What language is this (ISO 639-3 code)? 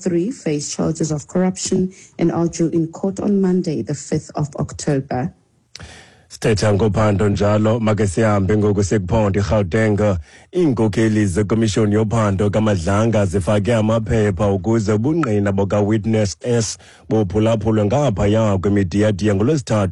xho